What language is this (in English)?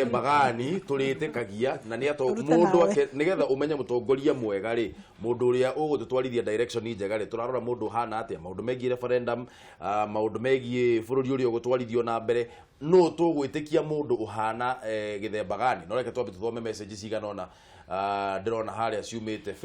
Kikuyu